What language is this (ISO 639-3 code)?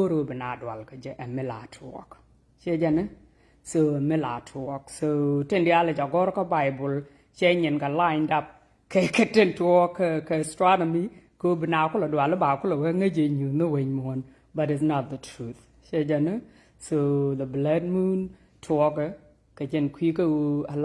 nus